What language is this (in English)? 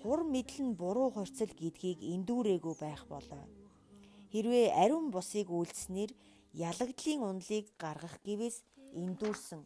Mongolian